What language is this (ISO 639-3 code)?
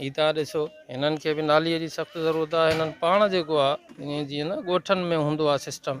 snd